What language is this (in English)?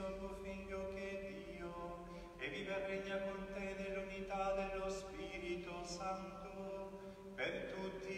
Italian